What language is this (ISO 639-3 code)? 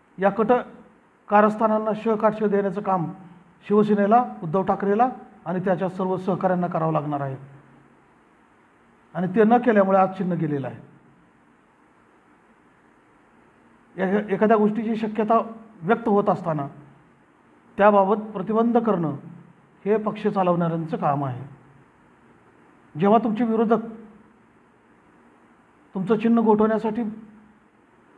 mar